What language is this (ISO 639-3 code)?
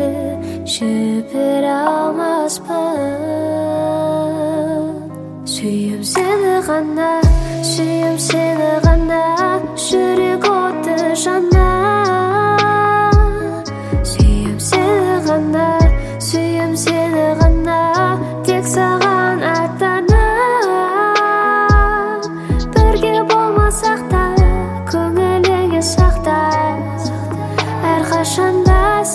kaz